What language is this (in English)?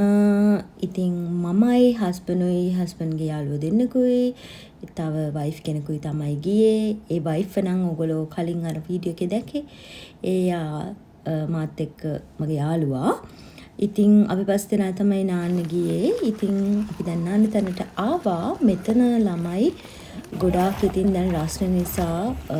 Sinhala